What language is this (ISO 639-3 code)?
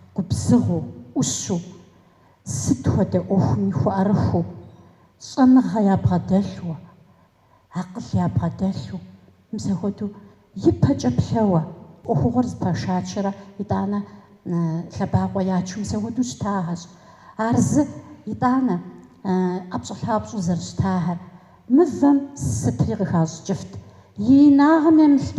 kbd